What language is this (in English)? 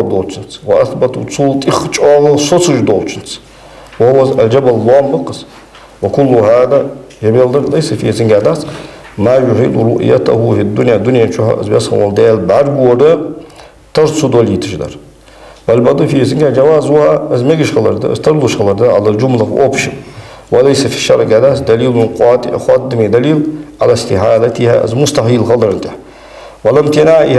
Ingush